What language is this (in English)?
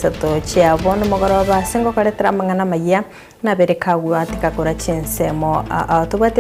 Gusii